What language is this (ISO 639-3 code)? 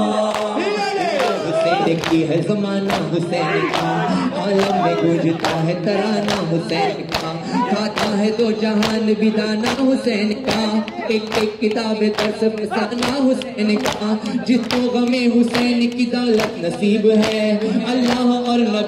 urd